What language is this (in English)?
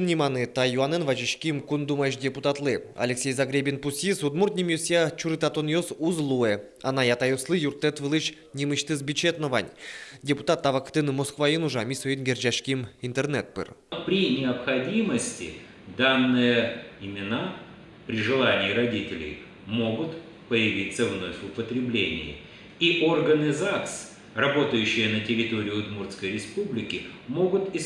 Udmurt